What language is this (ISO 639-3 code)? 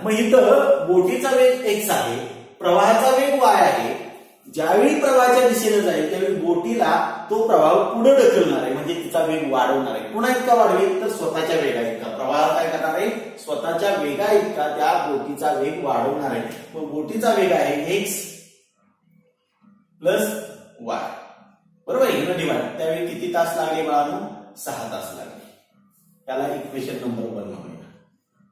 mar